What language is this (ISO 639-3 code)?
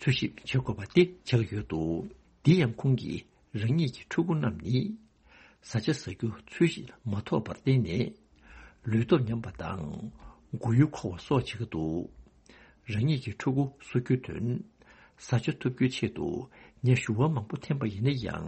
bod